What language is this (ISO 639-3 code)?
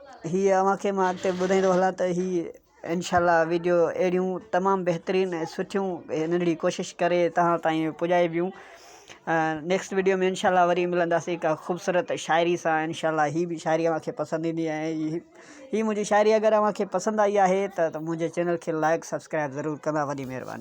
snd